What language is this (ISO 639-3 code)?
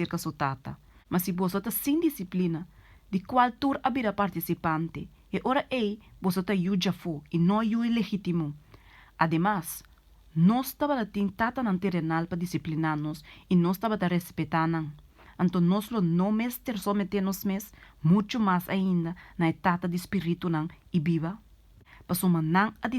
pap